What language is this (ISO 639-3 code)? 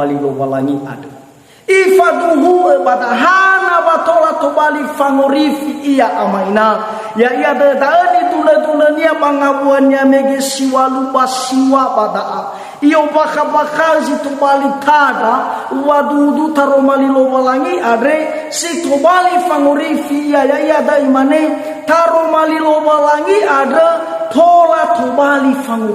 nia